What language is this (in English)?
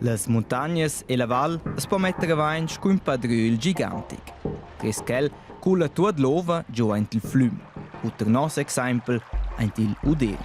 Romansh